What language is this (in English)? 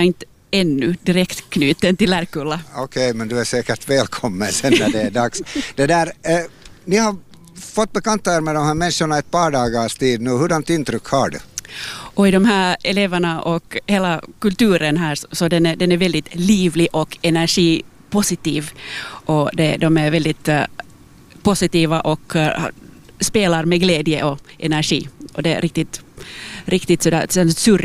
Swedish